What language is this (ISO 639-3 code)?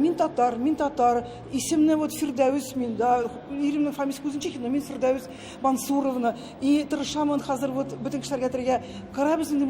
tat